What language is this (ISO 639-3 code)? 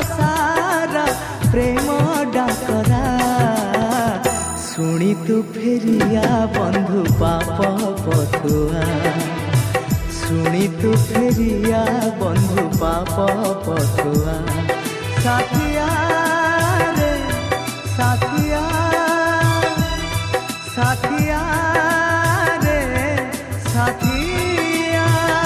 ori